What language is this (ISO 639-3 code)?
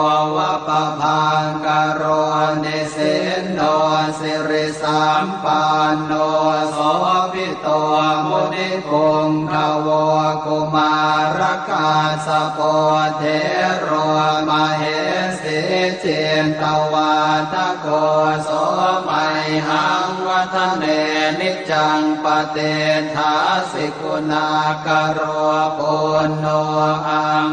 pli